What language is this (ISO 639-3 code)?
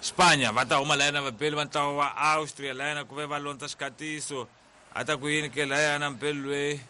tso